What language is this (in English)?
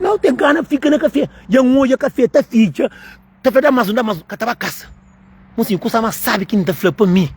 Kabuverdianu